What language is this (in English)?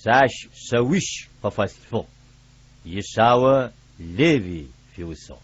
Adyghe